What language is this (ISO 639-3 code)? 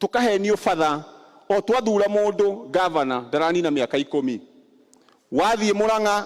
kik